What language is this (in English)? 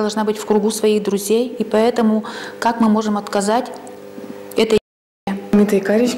Udmurt